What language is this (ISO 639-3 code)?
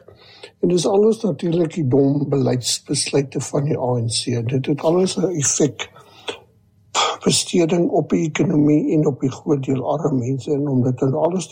afr